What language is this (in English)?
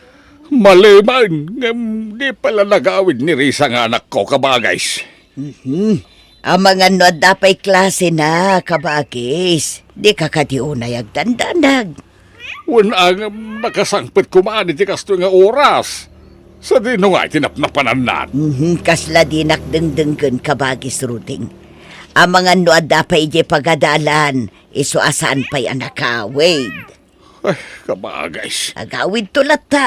Iloko